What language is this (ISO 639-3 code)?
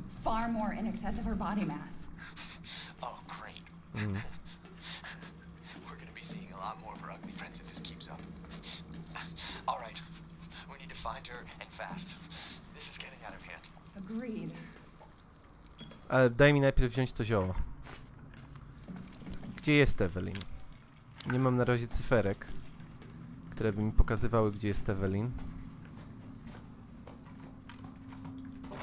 pol